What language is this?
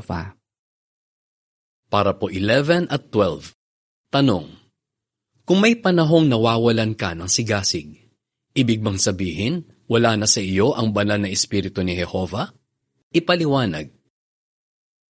Filipino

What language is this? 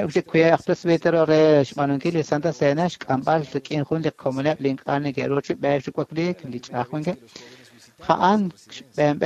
Kekchí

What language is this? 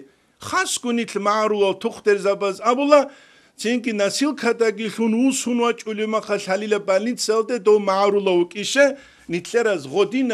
Avaric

